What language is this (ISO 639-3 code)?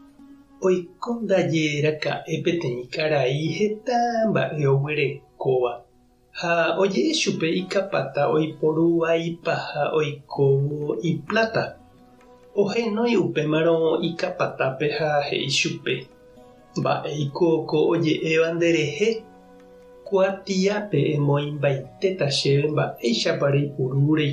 grn